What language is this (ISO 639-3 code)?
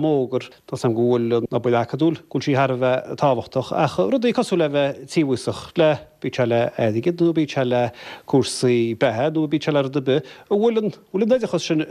gle